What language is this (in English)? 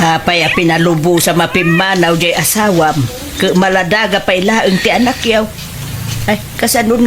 Iloko